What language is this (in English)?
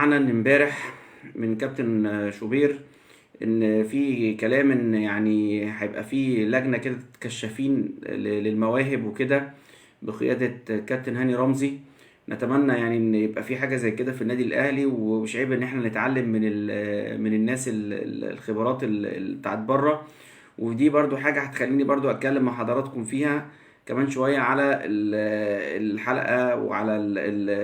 Egyptian Arabic